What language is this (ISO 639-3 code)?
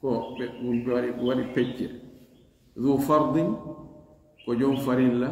ful